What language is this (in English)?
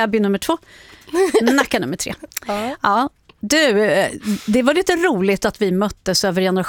Swedish